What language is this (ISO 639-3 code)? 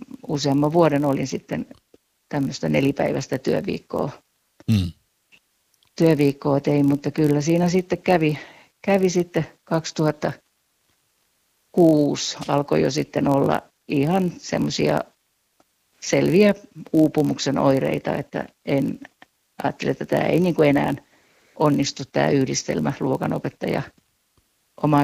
fin